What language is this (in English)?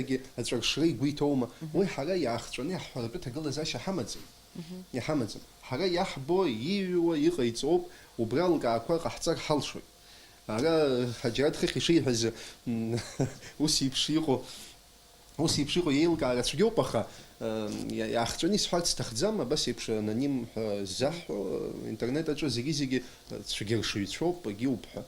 Abkhazian